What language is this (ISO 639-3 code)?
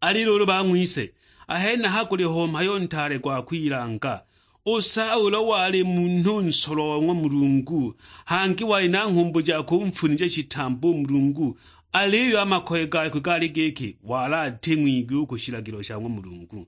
suk